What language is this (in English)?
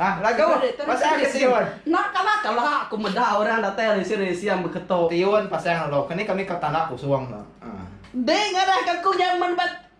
Iban